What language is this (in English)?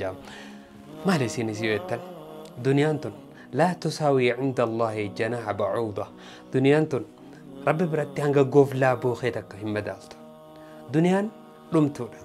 Oromo